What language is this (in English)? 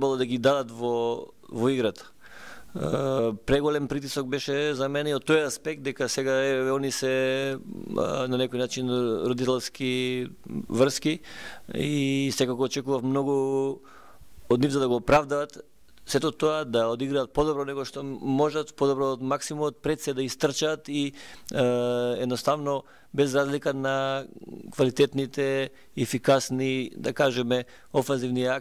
Macedonian